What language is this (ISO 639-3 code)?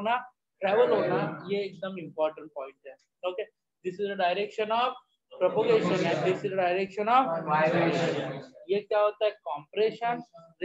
hin